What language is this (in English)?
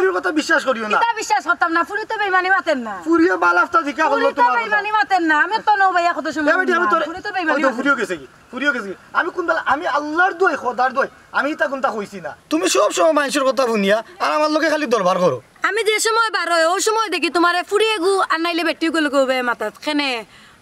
Sylheti